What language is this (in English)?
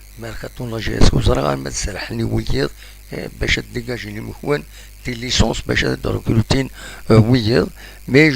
Kabyle